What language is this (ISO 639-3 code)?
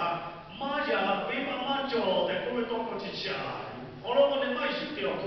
lhu